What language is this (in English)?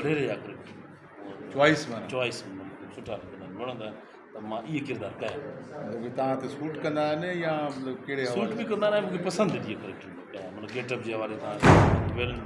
Sindhi